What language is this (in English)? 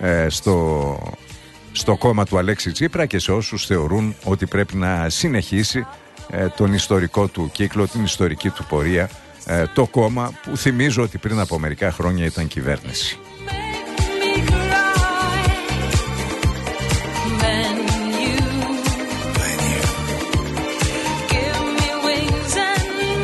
Greek